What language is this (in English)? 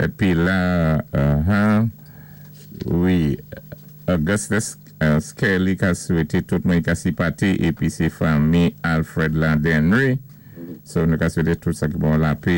Saint Lucian Creole French